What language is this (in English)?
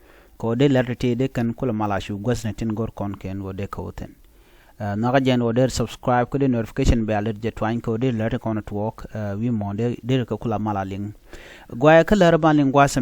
Nuer